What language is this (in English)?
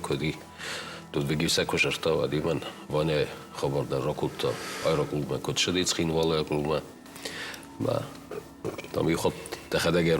Ossetic